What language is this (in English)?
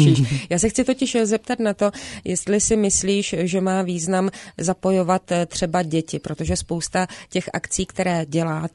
Czech